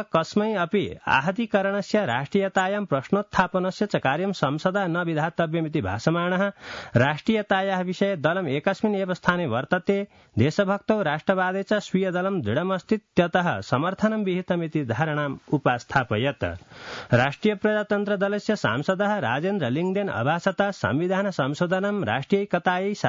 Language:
Sanskrit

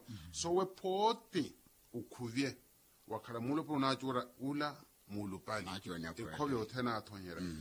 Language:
Makhuwa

